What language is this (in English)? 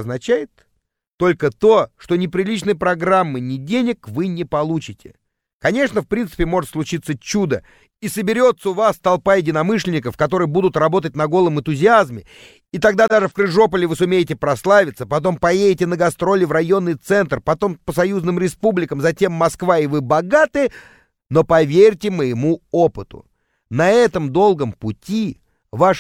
Russian